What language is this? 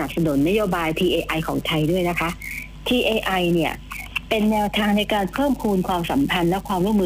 Thai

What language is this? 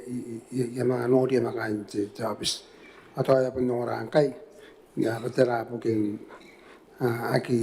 Gilbertese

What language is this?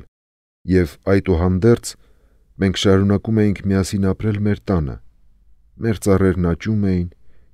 Armenian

